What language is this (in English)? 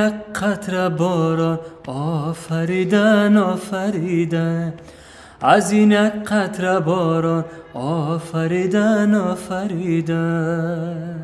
Tajik